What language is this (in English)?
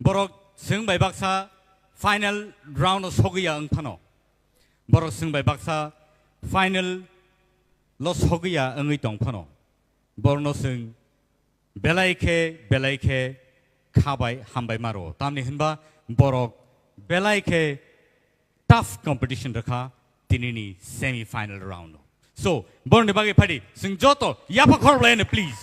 Kok Borok